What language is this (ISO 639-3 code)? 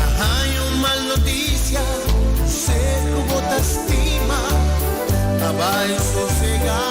pap